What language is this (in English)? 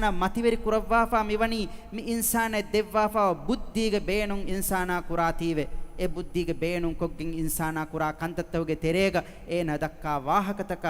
Divehi